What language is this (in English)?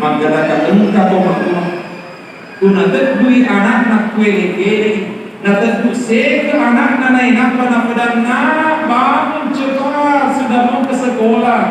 Buginese